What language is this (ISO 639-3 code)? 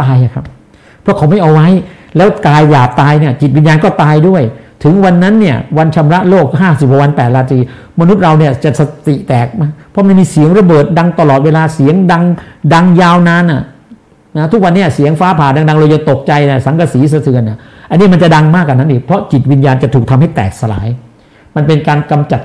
tha